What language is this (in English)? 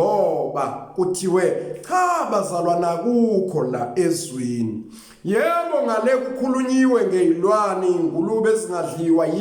Zulu